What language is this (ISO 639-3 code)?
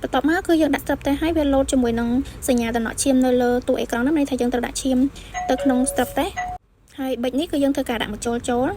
khm